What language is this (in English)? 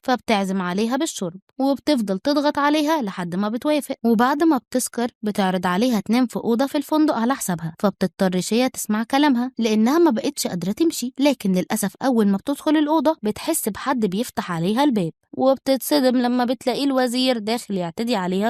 Egyptian Arabic